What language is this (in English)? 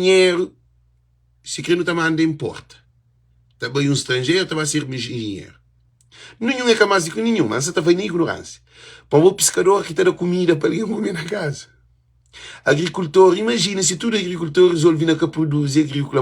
Kabuverdianu